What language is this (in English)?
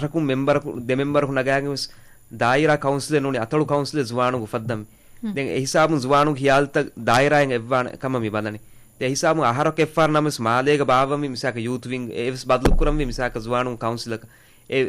Divehi